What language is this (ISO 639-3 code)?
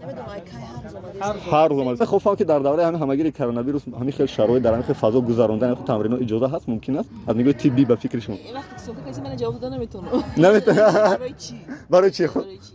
tgk